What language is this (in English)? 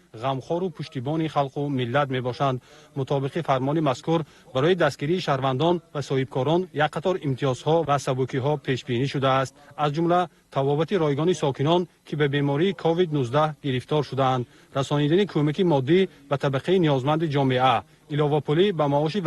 Tajik